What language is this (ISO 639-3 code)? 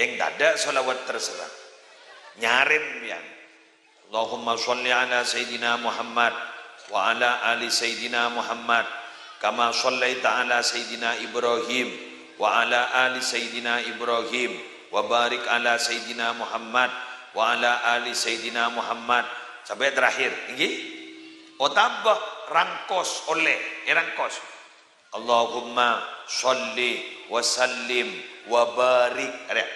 mad